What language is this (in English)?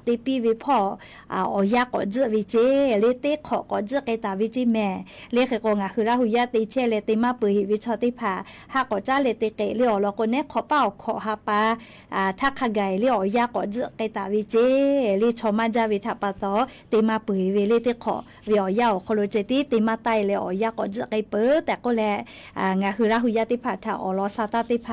Lahu